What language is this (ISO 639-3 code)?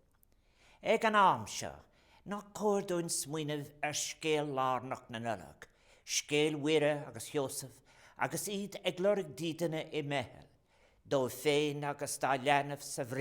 gle